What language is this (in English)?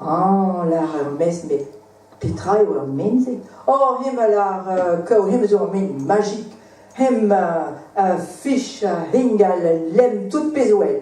Breton